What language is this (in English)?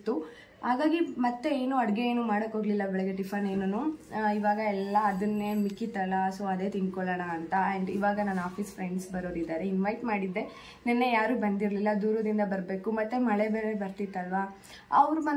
Kannada